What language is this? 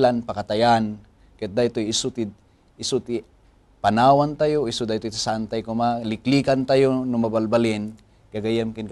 Iloko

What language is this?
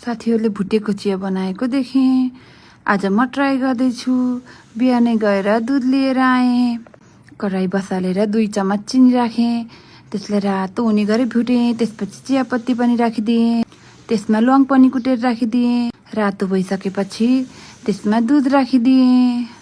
Nepali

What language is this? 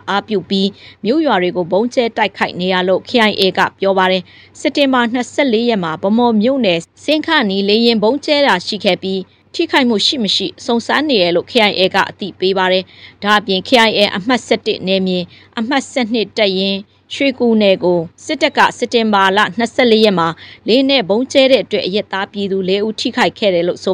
Burmese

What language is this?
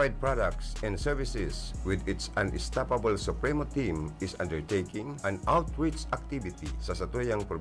Bikol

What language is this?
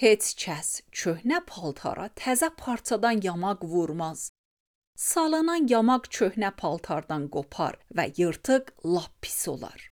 Azerbaijani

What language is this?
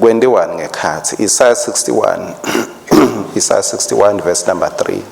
Swati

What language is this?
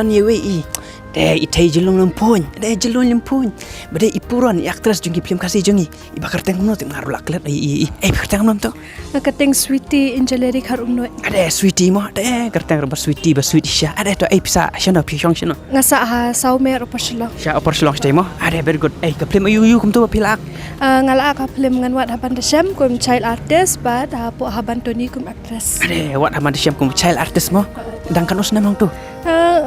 Khasi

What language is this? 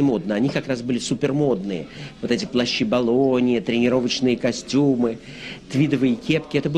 Russian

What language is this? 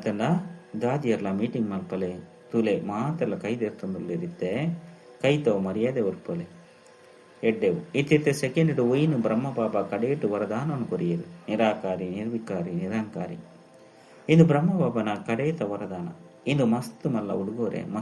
Tulu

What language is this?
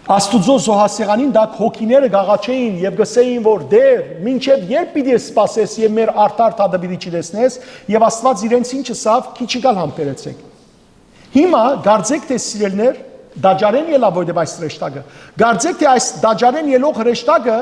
Western Armenian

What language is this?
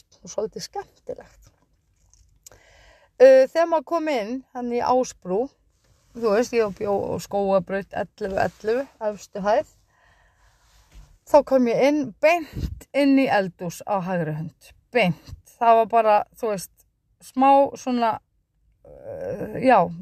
Icelandic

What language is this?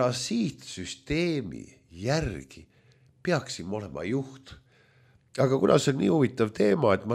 Estonian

